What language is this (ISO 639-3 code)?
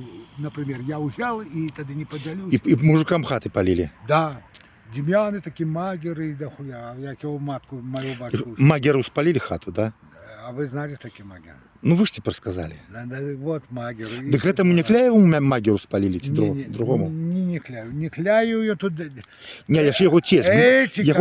bel